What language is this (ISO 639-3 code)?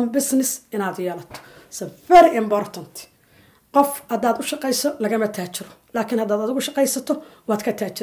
som